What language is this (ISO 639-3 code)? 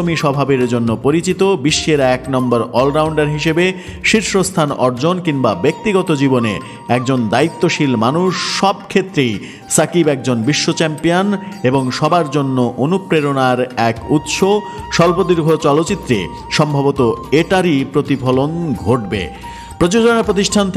ben